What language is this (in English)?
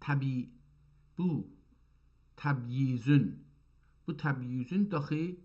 South Azerbaijani